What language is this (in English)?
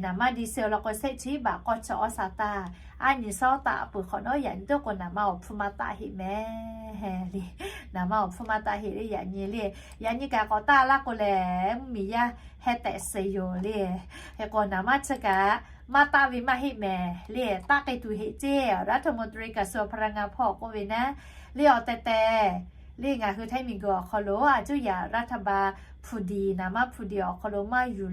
Lahu